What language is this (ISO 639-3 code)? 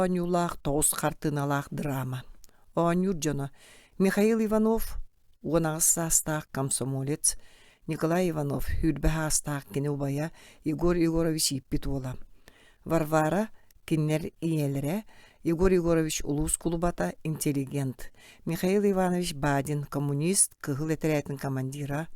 sah